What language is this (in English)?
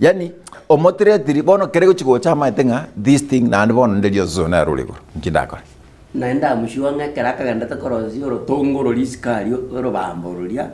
Gusii